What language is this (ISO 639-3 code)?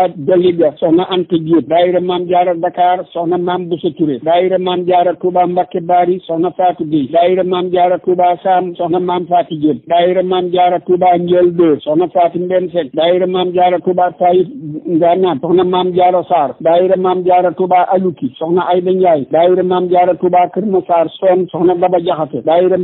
wol